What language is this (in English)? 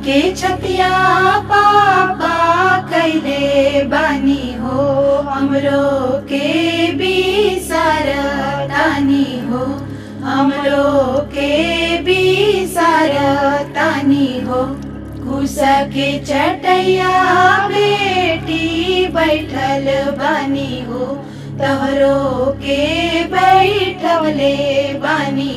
Bhojpuri